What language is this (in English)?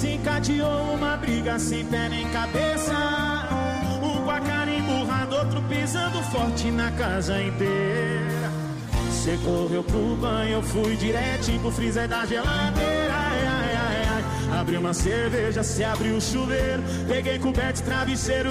Portuguese